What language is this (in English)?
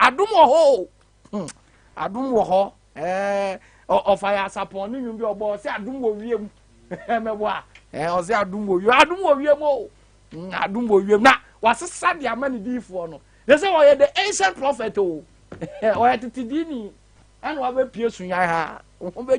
Akan